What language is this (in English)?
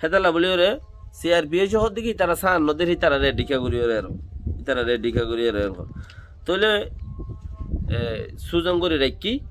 Rohingya